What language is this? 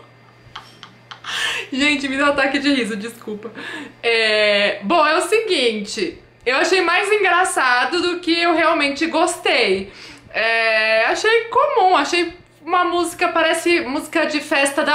Portuguese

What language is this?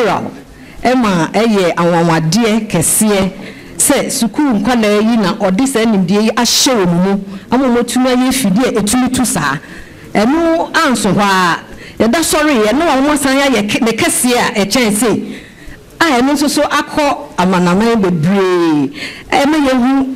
Akan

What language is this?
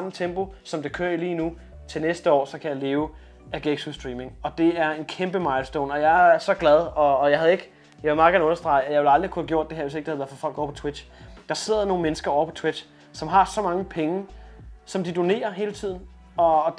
Danish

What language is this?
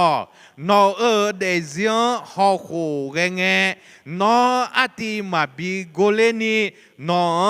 Akha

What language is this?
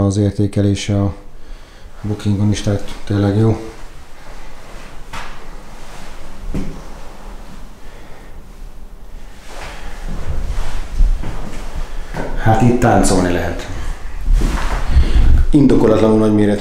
Hungarian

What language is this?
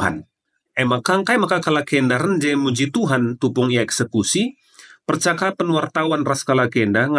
Batak Karo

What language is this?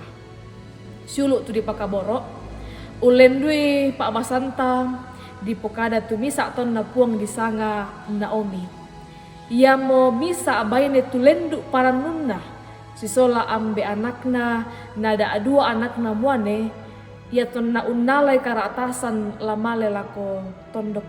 Toraja-Sa'dan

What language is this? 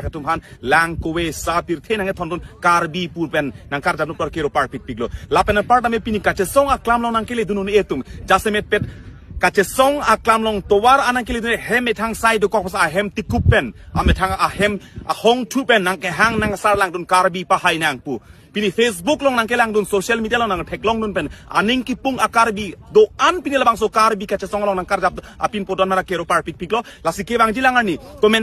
Karbi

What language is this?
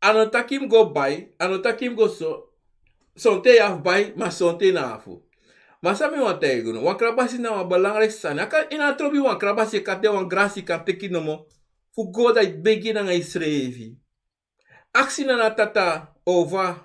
Sranan Tongo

